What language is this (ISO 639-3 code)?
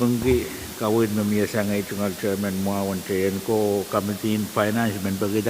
pon